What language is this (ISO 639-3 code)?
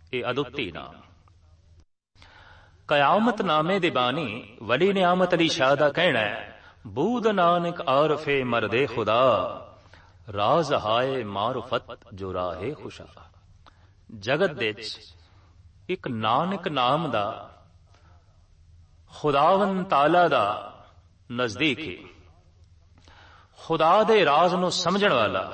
pan